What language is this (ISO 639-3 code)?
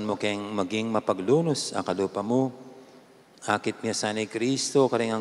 pam